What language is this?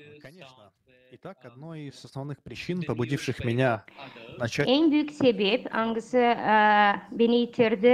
Gagauz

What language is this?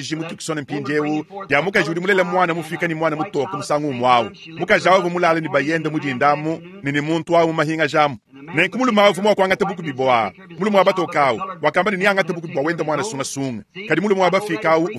Luba-Lulua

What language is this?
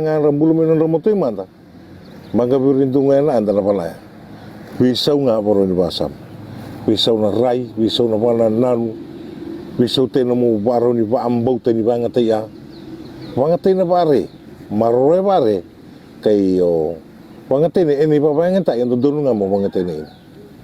Fijian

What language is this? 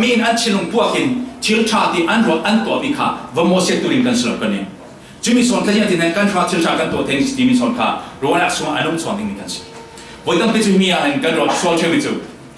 Falam Chin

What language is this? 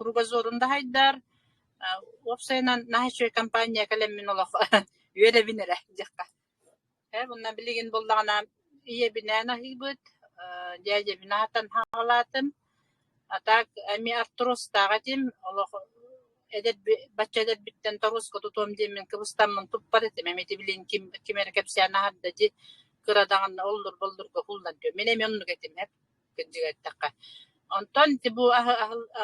Yakut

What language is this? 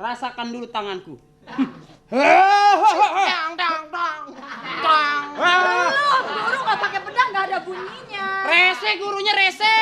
Betawi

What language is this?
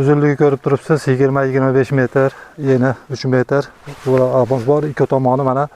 Uzbek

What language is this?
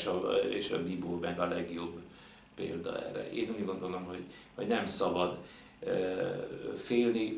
Hungarian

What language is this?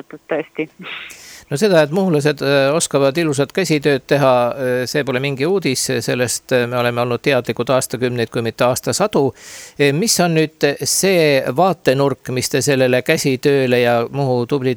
Estonian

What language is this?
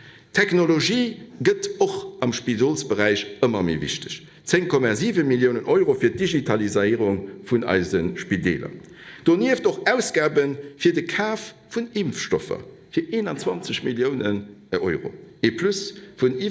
Luxembourgish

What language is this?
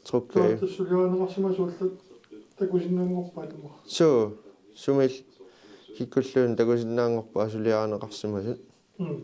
Kalaallisut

